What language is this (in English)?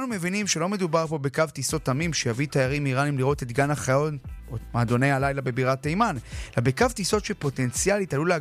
Hebrew